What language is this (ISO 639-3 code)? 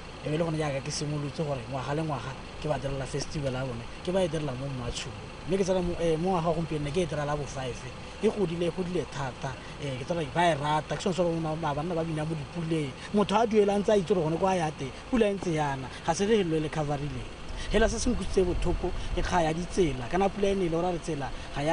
tsn